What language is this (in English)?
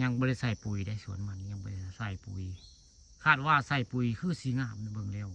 Northeastern Thai